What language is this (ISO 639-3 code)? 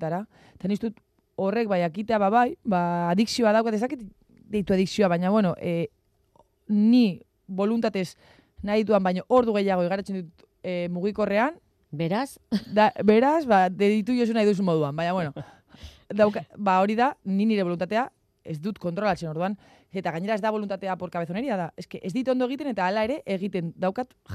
eus